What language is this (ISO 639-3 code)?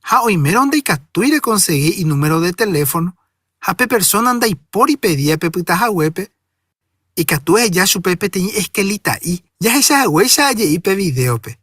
grn